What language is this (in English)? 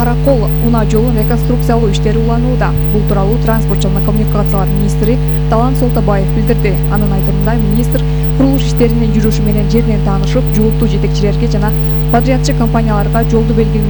Kyrgyz